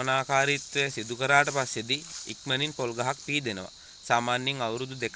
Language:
Sinhala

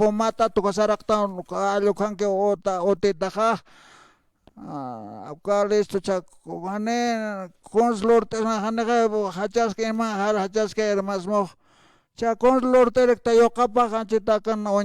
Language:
Aymara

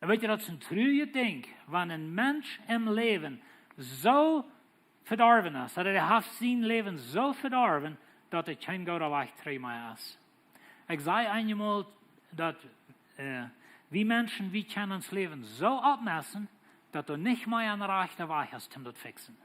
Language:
Plautdietsch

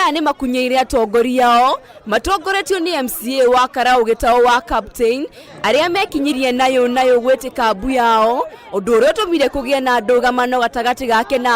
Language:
Kikuyu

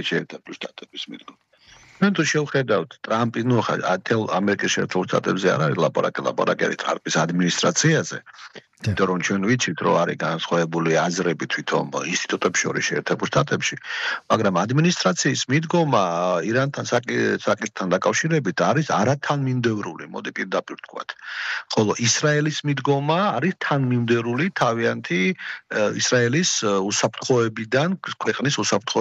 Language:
Georgian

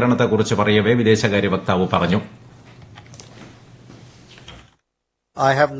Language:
Malayalam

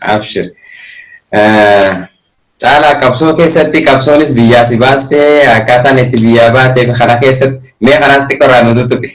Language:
Oromo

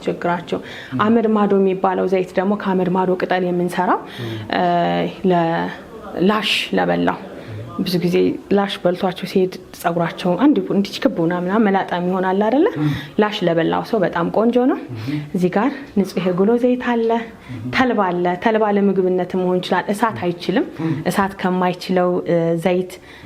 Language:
Amharic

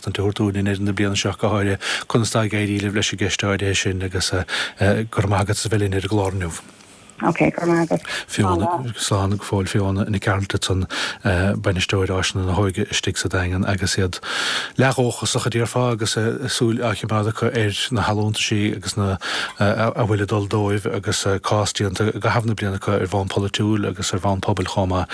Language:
Irish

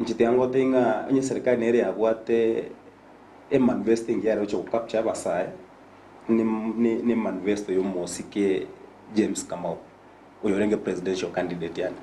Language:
Gusii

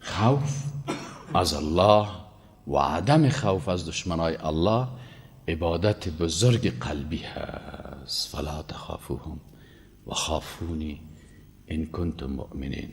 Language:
Persian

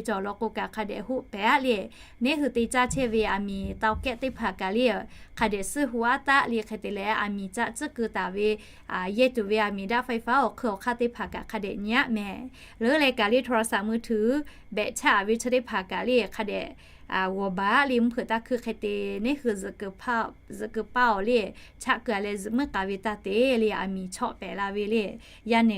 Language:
Lahu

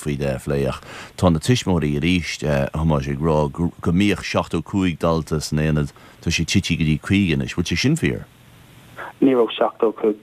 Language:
Irish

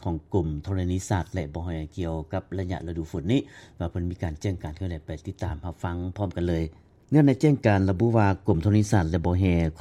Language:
Lao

